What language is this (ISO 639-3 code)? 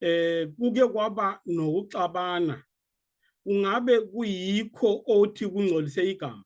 zul